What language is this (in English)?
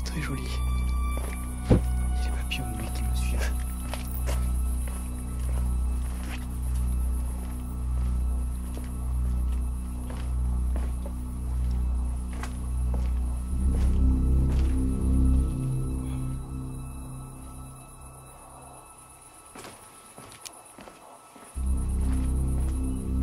French